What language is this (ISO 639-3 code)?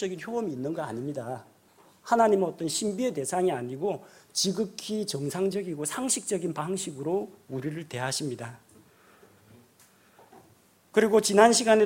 kor